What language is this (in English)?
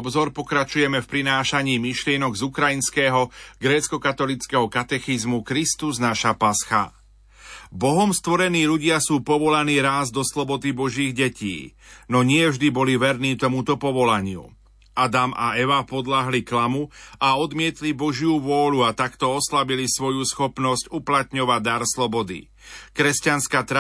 Slovak